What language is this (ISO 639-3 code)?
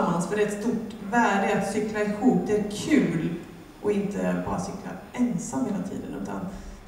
swe